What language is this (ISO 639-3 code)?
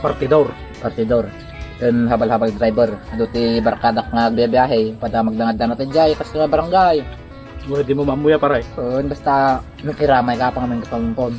ilo